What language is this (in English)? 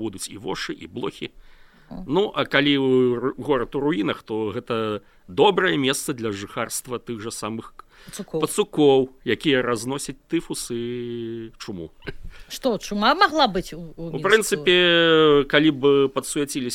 Belarusian